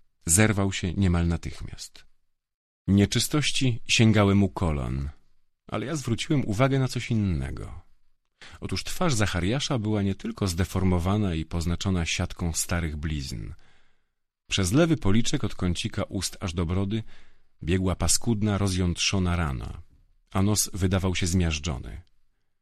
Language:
Polish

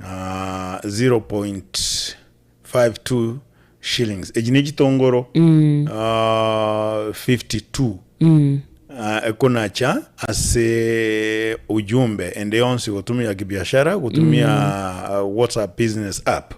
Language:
Gusii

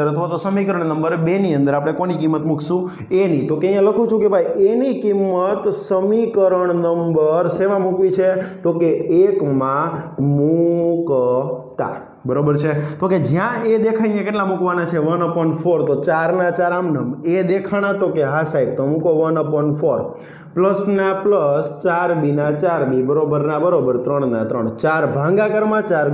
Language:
Gujarati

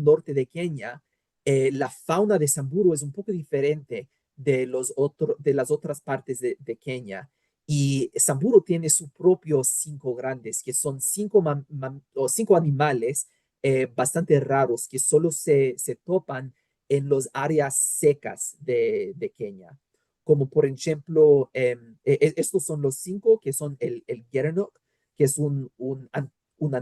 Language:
Ladino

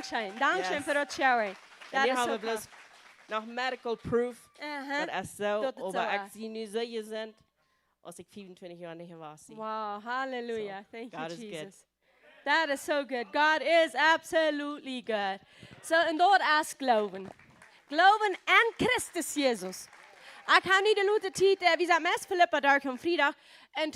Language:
Plautdietsch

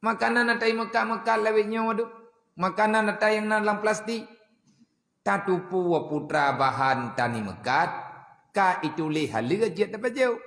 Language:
Achinese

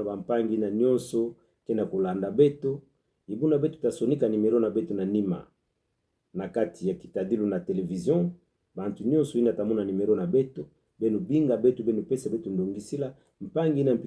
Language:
Kituba (Democratic Republic of Congo)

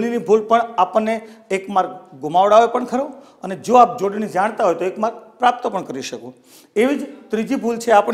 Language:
Gujarati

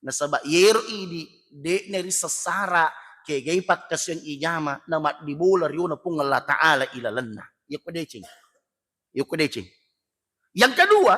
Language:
Buginese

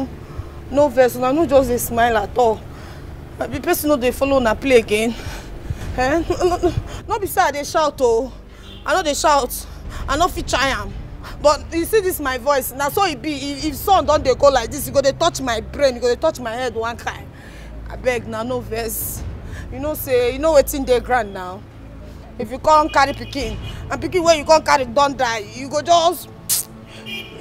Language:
Nigerian Pidgin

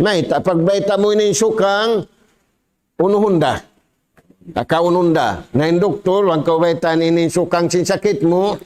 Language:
Tausug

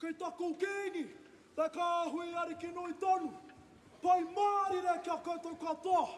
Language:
Māori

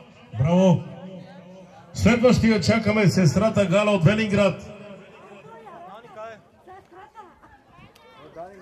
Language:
Bulgarian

